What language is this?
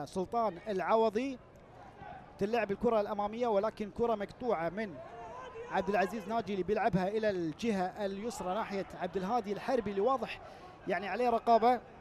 Gulf Arabic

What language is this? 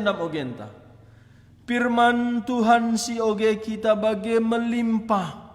Batak Karo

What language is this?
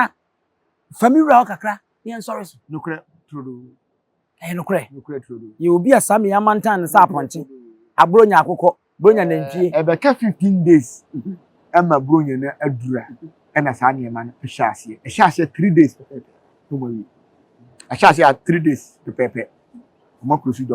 Akan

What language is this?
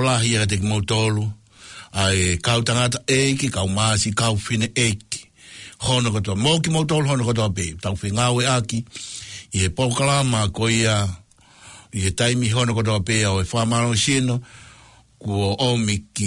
Tongan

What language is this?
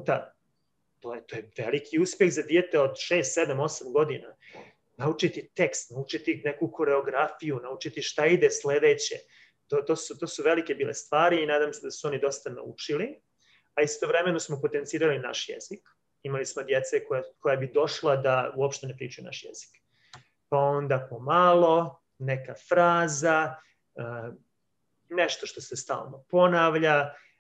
Serbian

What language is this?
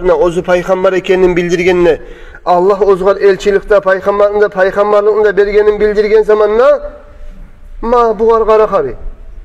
Kumyk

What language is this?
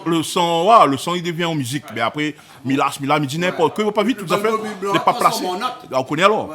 Réunion Creole French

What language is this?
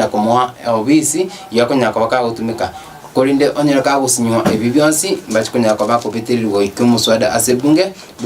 Gusii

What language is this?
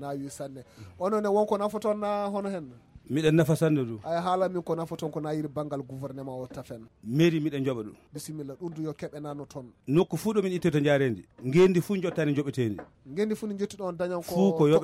Fula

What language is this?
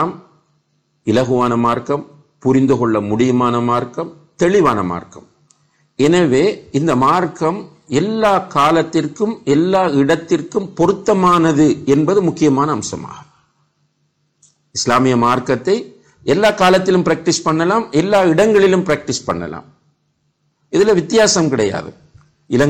Tamil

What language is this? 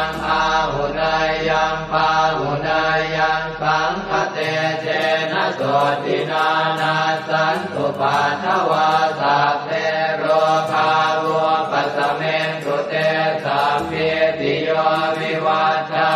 Pali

